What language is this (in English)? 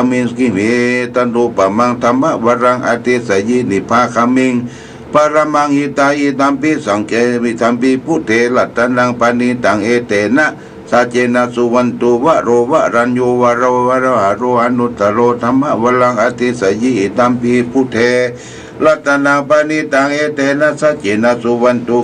Pali